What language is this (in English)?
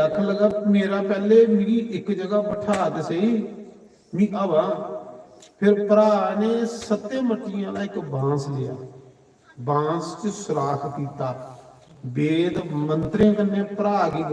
Dogri